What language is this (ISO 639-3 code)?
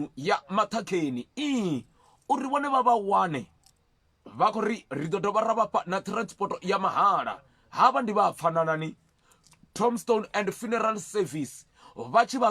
ven